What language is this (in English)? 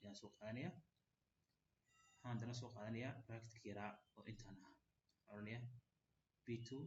Somali